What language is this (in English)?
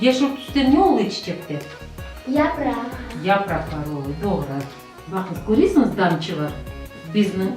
Crimean Tatar